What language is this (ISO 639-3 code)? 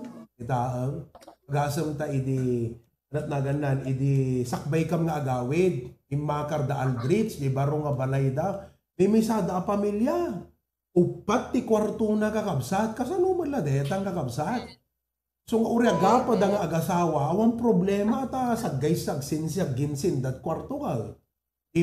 ilo